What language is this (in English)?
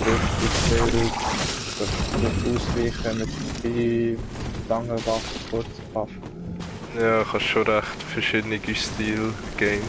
Swiss German